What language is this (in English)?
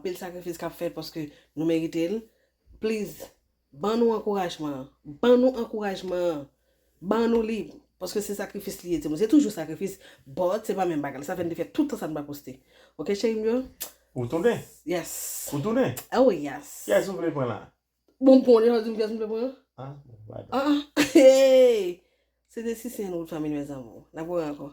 Haitian Creole